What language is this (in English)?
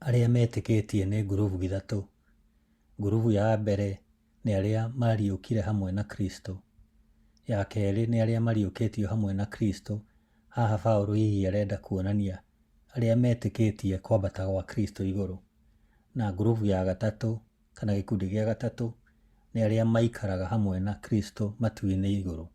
Kikuyu